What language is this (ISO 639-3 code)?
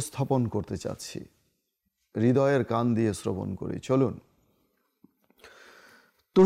ben